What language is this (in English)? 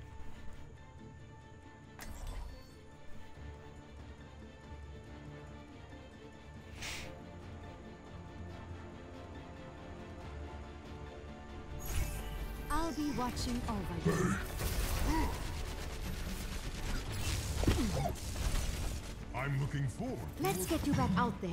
English